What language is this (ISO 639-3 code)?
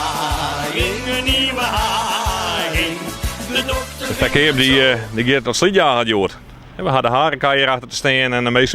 fry